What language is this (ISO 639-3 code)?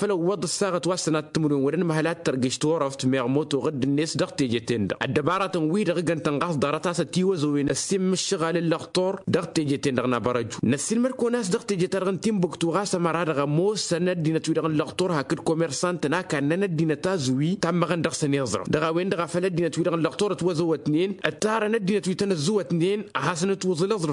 taq